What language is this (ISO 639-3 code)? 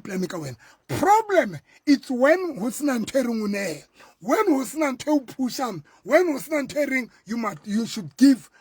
sot